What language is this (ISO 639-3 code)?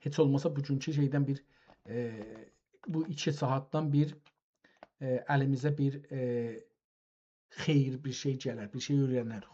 azb